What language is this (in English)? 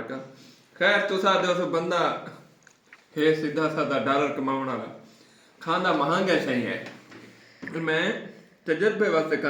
Saraiki